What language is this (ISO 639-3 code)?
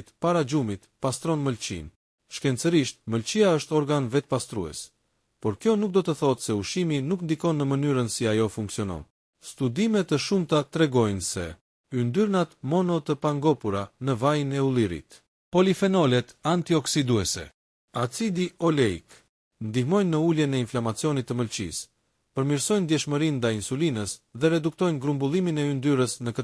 sqi